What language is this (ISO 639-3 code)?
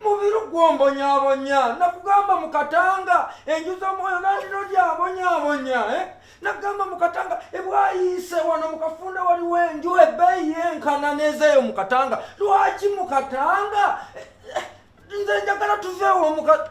lug